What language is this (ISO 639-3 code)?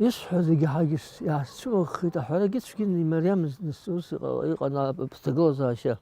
abk